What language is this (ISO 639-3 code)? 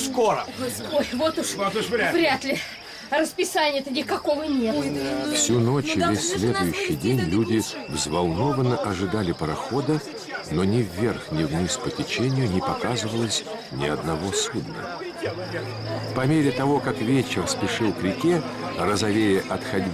rus